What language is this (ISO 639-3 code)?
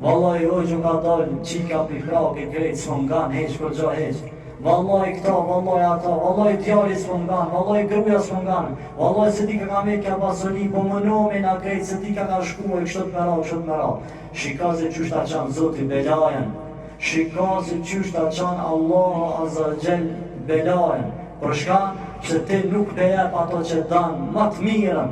sqi